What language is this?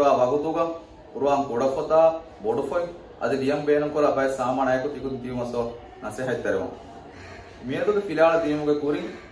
Divehi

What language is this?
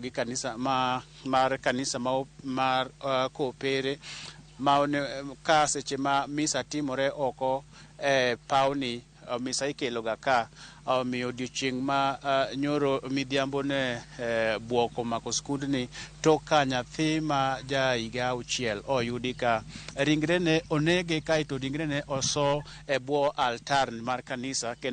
Luo (Kenya and Tanzania)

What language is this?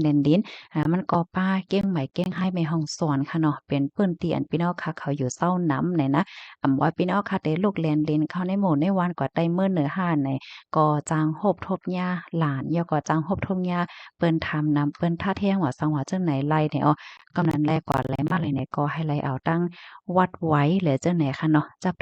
Shan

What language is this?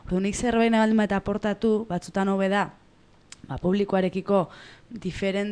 Basque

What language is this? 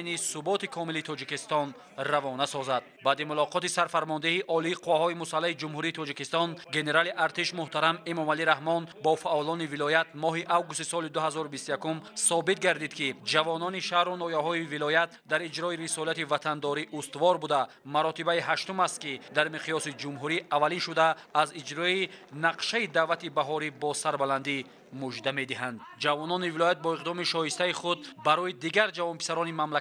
Tajik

